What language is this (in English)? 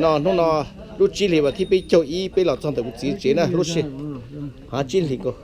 Hmong